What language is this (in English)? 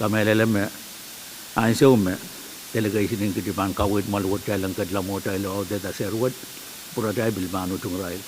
Pohnpeian